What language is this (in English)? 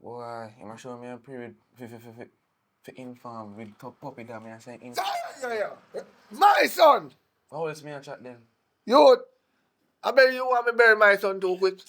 Jamaican Creole English